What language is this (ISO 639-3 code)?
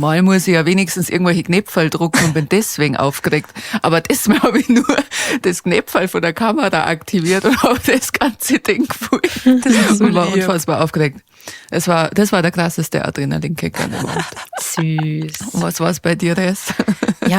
bar